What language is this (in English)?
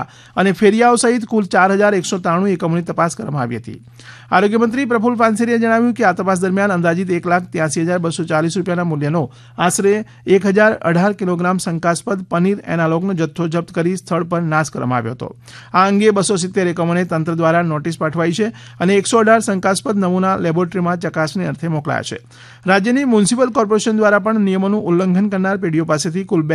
Gujarati